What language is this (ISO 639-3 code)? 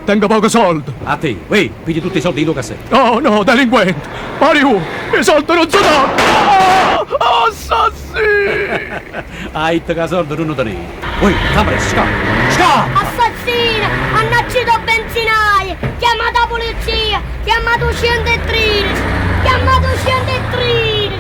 nap